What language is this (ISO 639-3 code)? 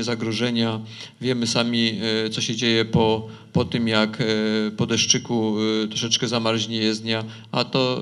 pol